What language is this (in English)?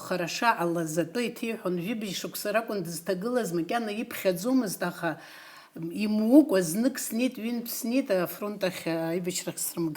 Abkhazian